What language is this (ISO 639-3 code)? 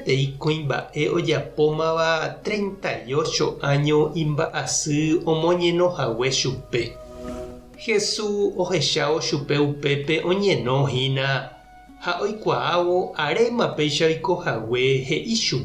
grn